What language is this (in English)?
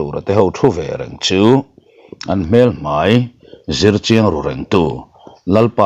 Mizo